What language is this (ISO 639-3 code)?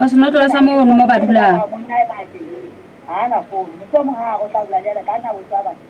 sot